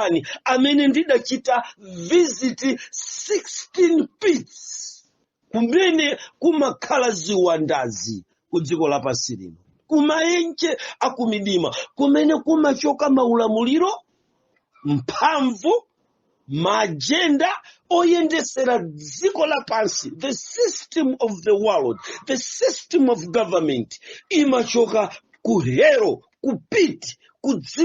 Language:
Nyanja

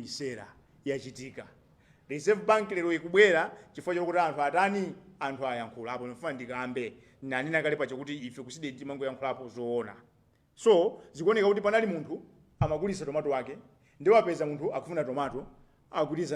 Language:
Nyanja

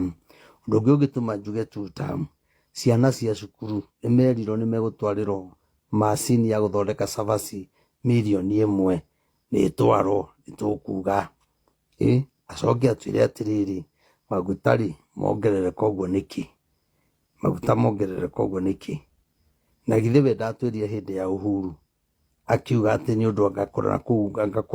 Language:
Kikuyu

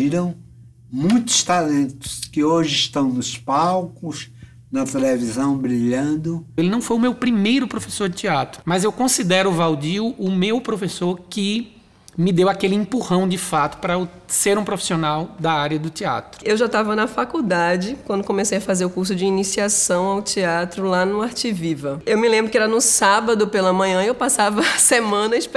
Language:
Portuguese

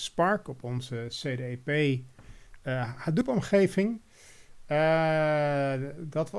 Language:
Dutch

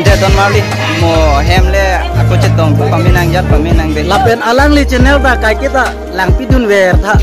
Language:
Karbi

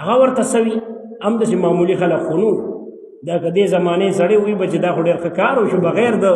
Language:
Pashto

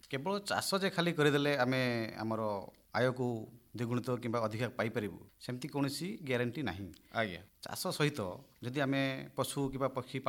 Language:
Odia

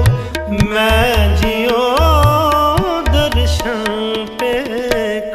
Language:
Hindi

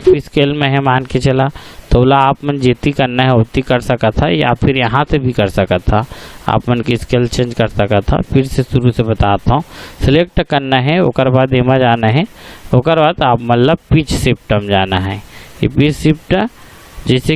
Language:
Chhattisgarhi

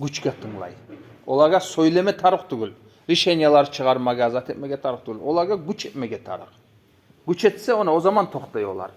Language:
Kumyk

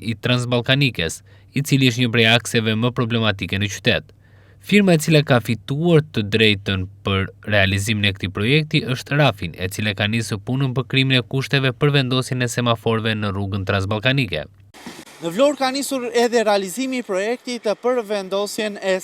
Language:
Albanian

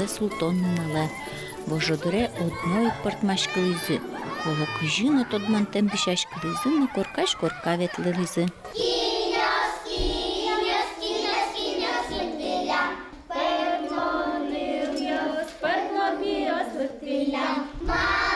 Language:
Udmurt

